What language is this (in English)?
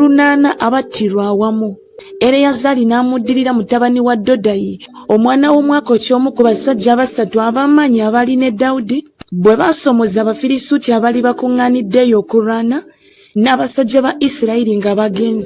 Ganda